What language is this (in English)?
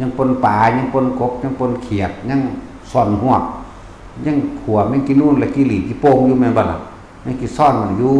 Lao